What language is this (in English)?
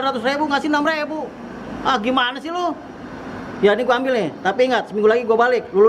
Betawi